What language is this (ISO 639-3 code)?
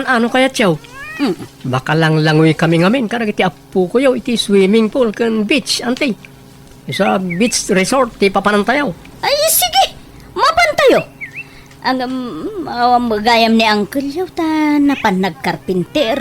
ilo